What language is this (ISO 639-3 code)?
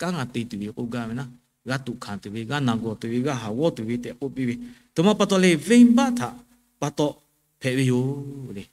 lhu